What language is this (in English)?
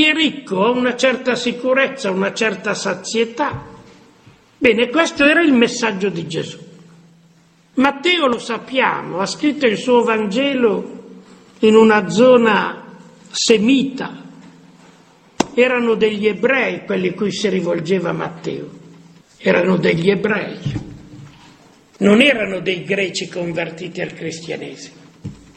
Italian